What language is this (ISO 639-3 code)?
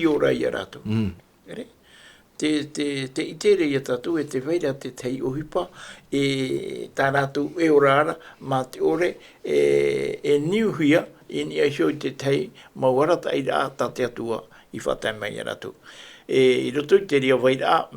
tah